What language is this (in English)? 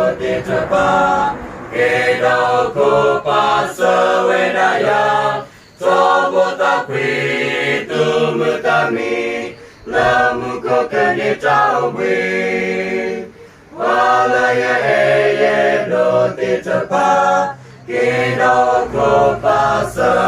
S'gaw Karen